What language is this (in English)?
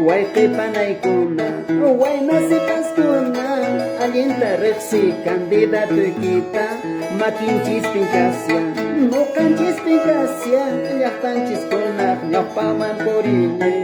Quechua